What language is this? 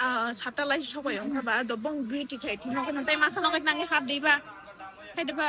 Kok Borok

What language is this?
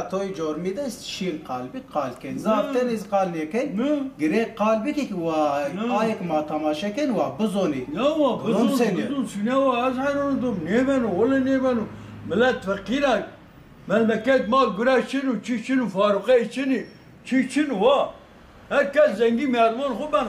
Zaza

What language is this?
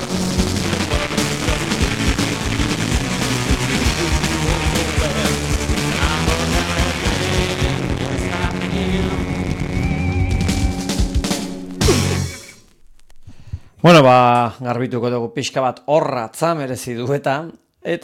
Basque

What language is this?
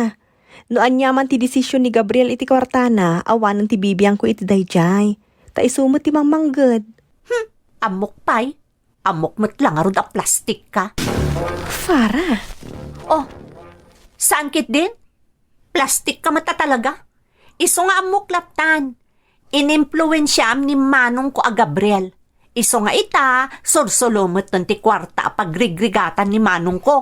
Iloko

